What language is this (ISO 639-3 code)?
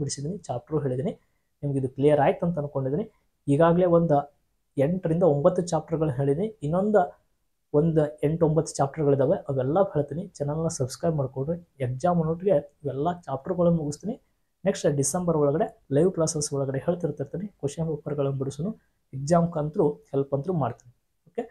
kan